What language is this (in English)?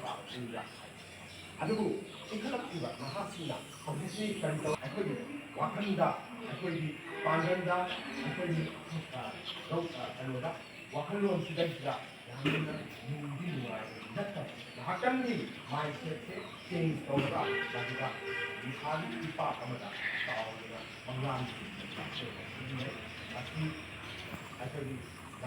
Manipuri